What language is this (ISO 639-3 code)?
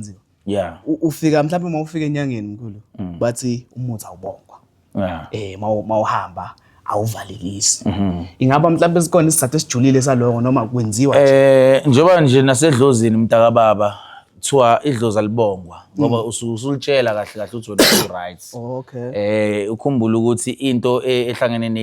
zul